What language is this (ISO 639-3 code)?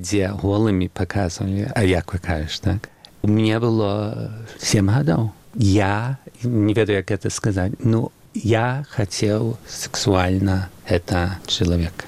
bel